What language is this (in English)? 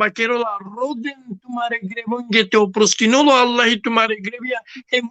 Balkan Romani